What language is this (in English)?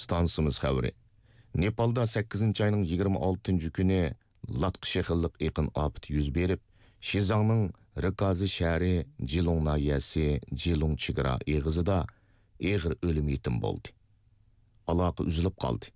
Uyghur